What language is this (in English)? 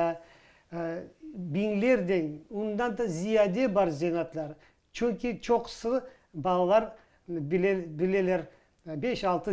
Crimean Tatar